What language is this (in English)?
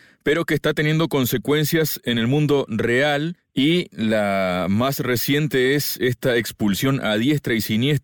Spanish